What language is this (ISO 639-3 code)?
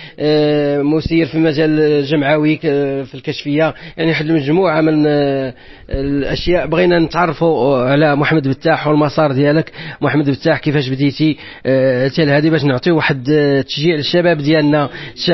ary